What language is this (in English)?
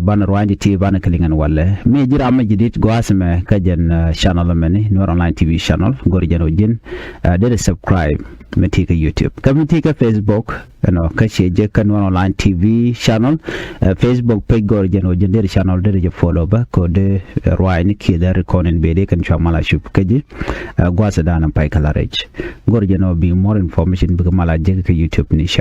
Nuer